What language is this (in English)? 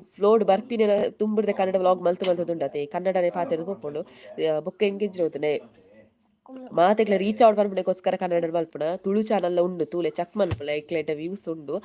Tulu